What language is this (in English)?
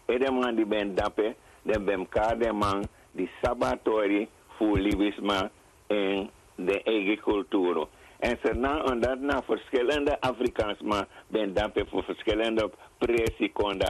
Sranan Tongo